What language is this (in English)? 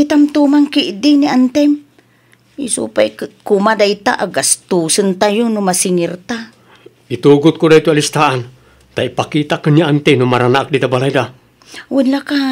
Iloko